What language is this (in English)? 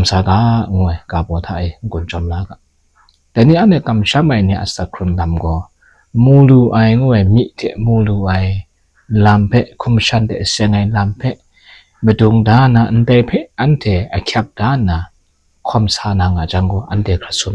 Kachin